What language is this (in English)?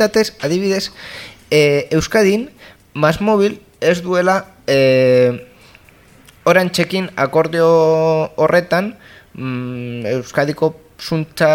Basque